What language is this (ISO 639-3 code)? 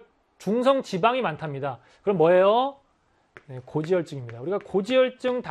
kor